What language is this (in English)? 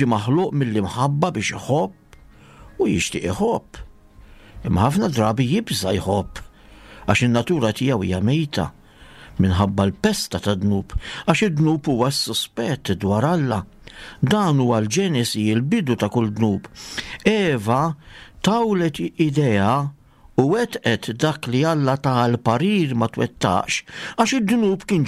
Maltese